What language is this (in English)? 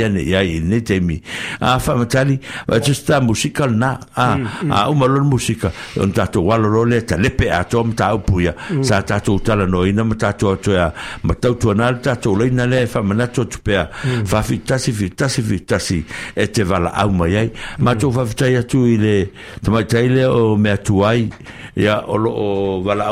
Samoan